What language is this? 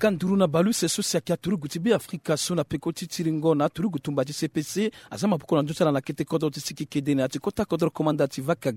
Sango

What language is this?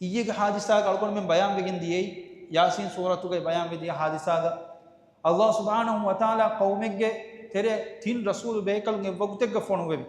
Divehi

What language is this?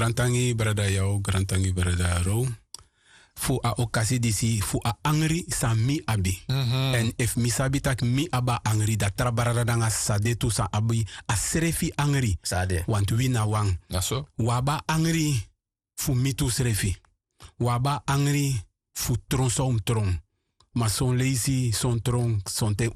Sranan Tongo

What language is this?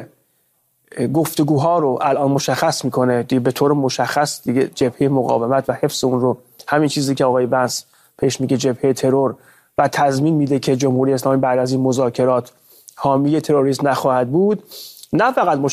Persian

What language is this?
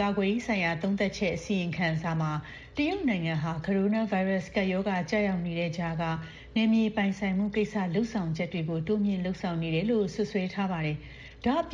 Burmese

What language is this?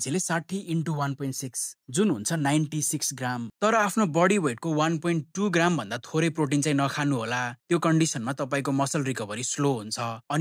Nepali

